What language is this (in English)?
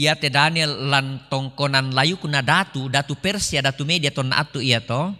Toraja-Sa'dan